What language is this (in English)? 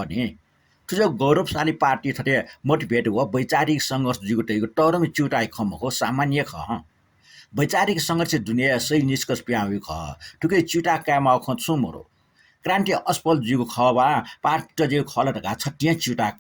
Newari